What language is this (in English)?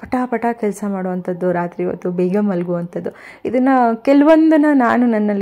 Kannada